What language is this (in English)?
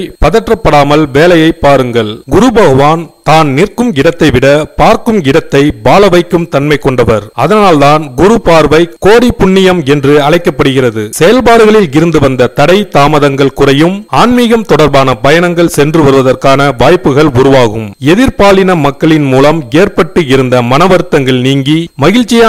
Tamil